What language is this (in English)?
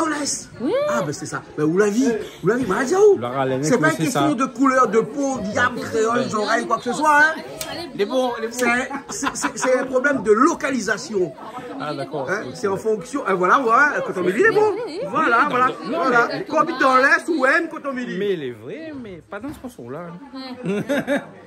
Réunion Creole French